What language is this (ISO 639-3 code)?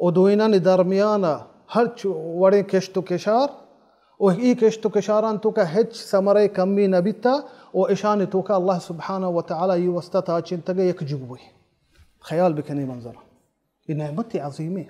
bal